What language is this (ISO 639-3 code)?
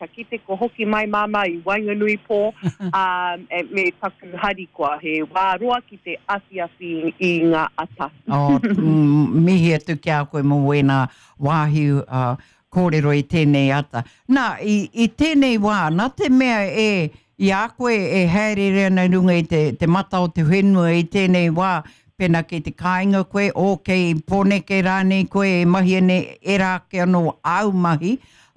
mri